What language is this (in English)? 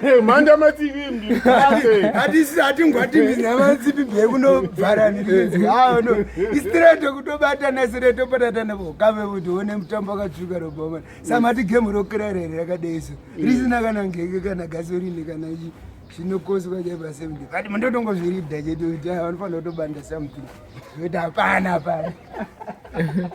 Shona